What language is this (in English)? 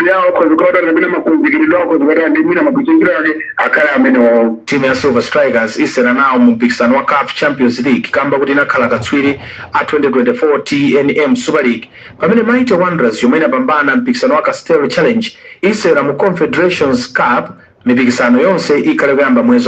Nyanja